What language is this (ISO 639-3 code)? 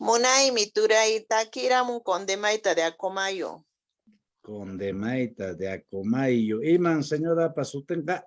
que